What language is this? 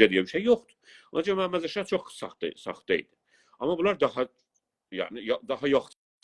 South Azerbaijani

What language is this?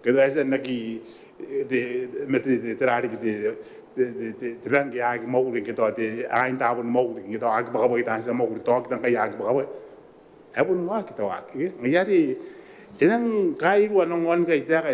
Gilbertese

